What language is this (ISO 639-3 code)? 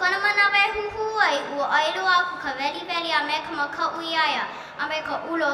haw